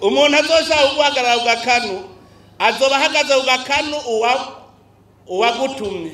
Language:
Rundi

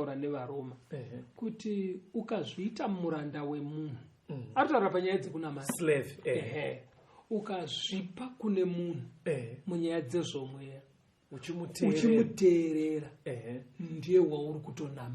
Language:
Shona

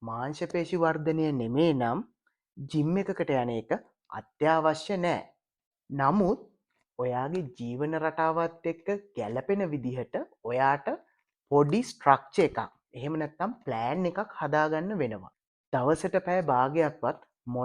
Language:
Sinhala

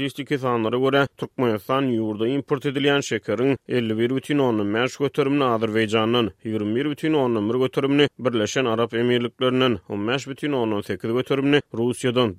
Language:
Turkmen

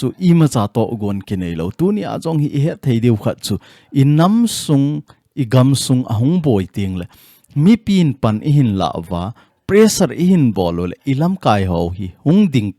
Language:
Thado Chin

